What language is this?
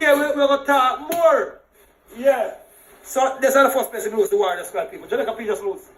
Jamaican Creole English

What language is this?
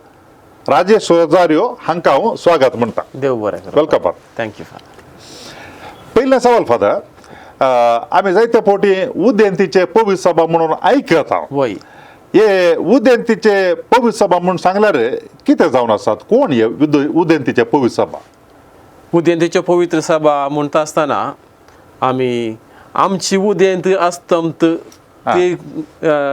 Konkani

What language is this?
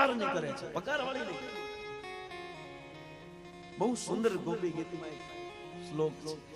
Gujarati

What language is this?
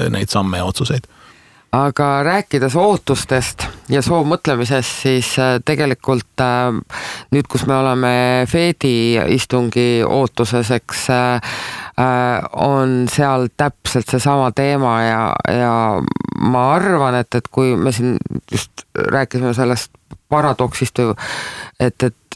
Estonian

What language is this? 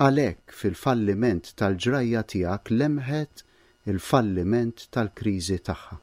Maltese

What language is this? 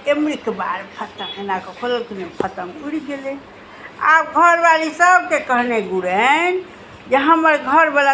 Maithili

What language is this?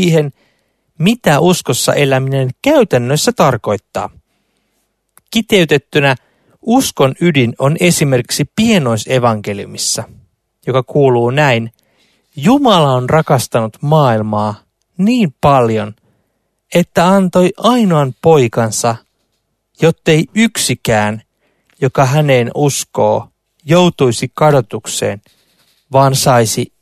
Finnish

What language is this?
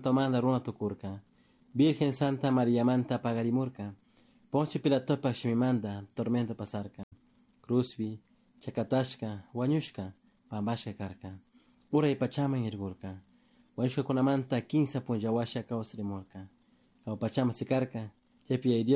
Chimborazo Highland Quichua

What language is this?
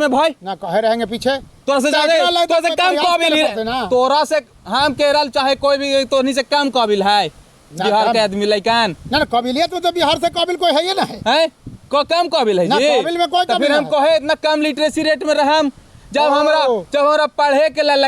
Magahi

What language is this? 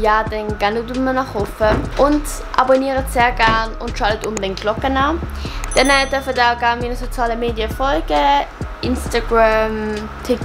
Swiss German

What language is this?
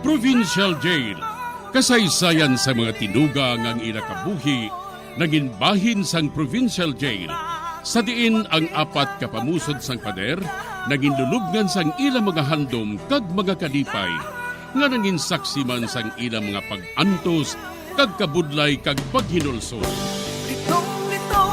Hiligaynon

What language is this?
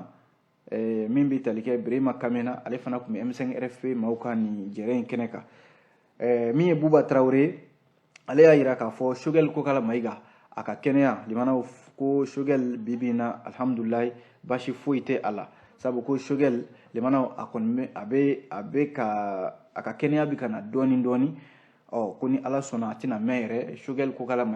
Bambara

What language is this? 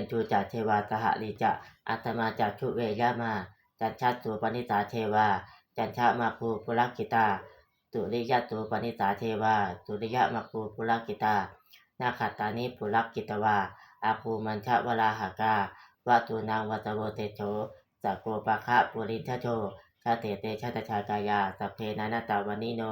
Pali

